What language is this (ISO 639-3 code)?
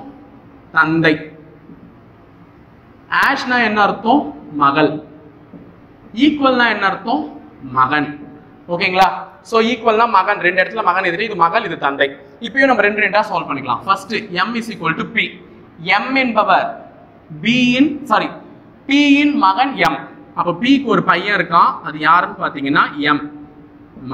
tam